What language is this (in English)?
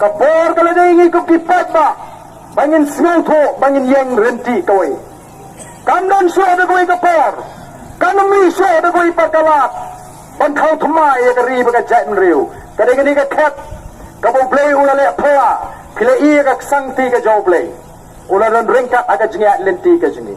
Khasi